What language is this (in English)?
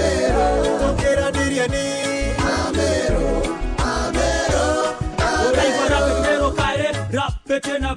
Meru